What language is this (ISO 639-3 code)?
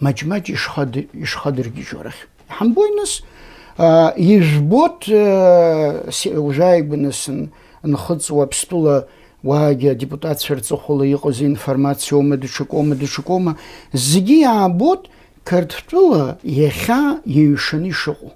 abk